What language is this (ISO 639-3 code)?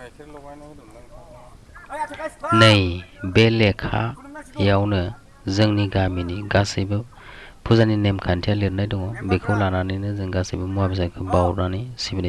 brx